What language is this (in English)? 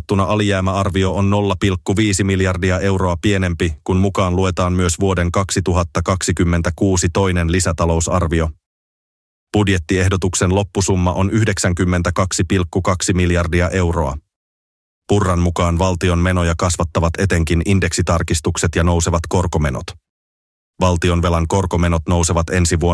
Finnish